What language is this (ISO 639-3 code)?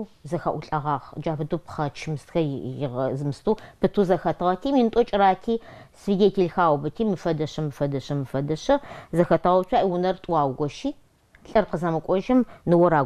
ady